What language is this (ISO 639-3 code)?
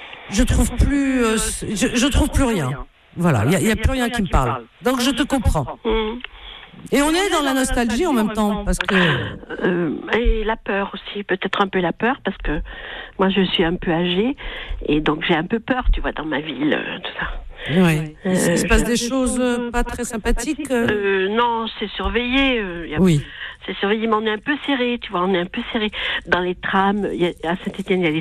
fra